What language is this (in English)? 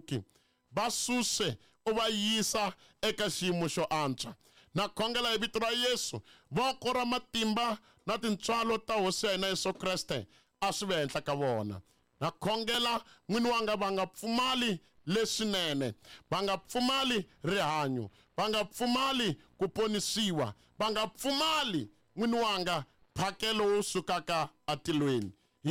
Tsonga